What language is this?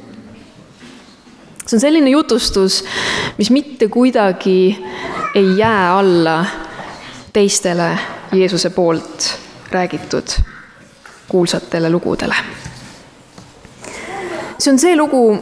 Estonian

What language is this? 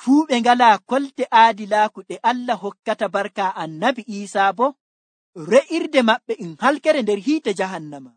Nigerian Fulfulde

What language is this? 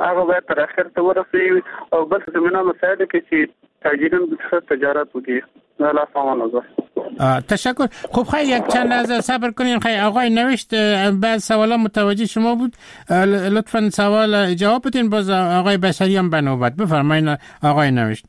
Persian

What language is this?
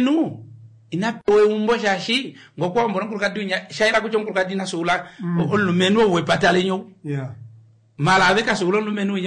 Kuanyama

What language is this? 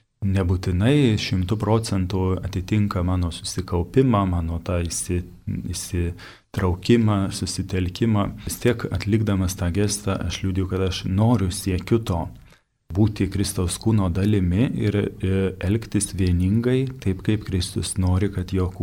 Lithuanian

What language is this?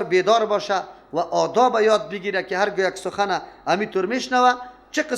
Persian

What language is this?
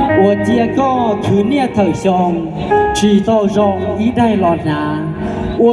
Hmong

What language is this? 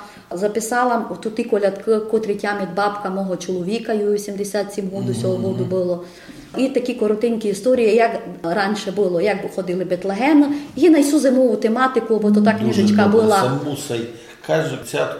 Rusyn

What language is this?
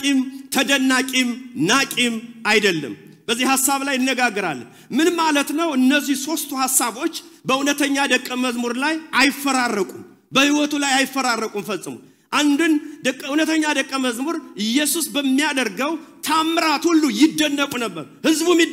Amharic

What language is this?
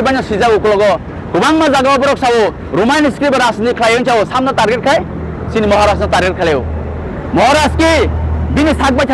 Kok Borok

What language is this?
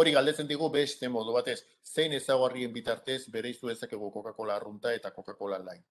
Basque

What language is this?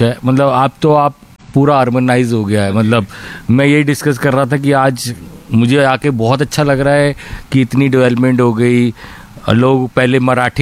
Hindi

